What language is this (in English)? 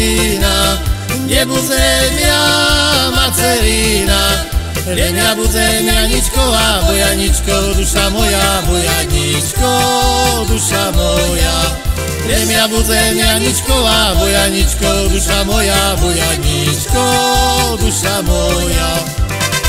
Slovak